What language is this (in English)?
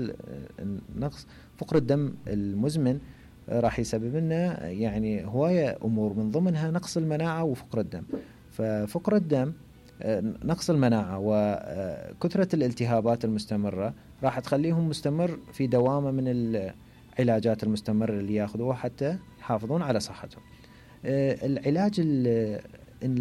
Mesopotamian Arabic